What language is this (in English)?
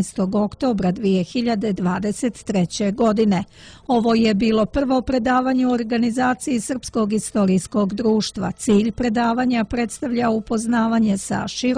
Serbian